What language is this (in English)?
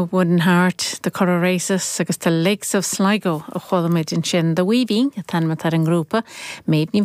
Irish